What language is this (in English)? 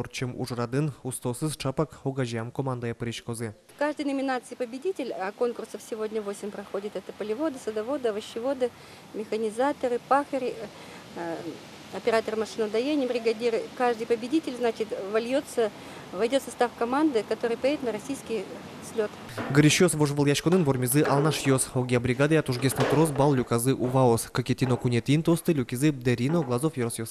Udmurt